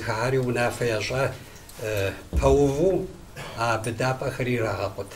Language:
Kabardian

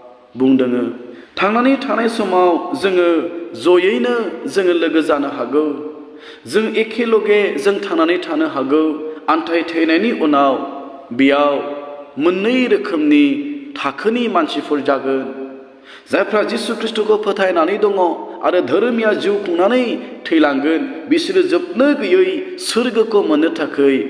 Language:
Bodo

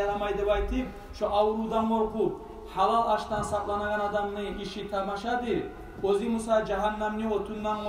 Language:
Kumyk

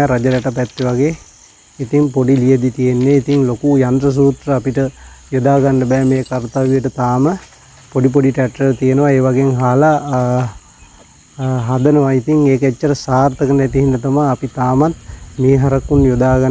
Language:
Sinhala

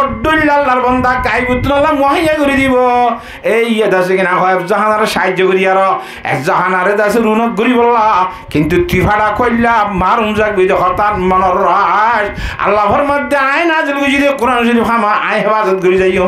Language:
Rohingya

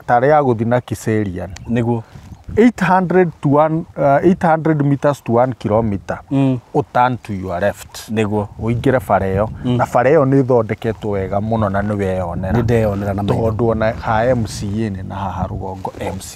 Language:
Kikuyu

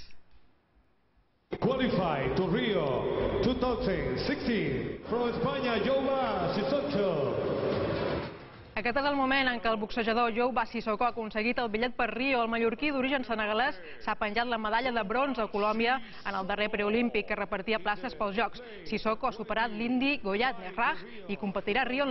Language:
Catalan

